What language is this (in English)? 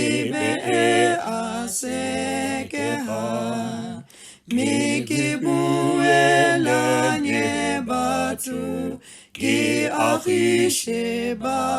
Northern Sotho